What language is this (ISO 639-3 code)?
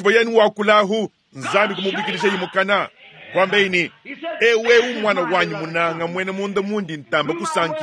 lua